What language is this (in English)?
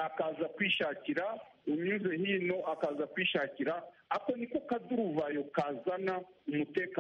Kinyarwanda